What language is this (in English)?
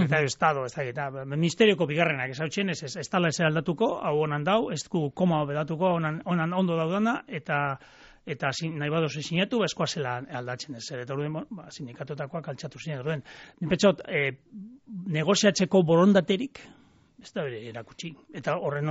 Basque